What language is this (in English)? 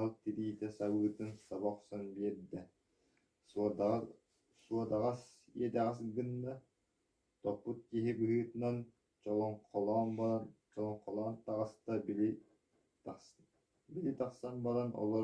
Yakut